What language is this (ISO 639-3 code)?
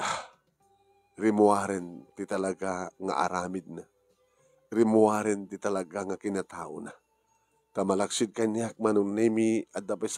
ilo